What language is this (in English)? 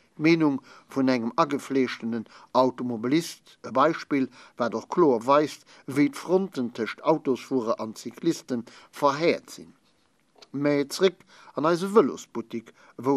Luxembourgish